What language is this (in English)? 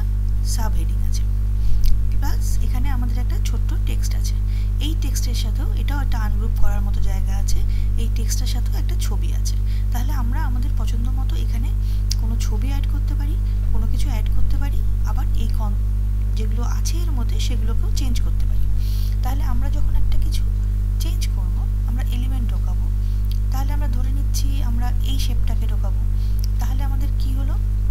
Bangla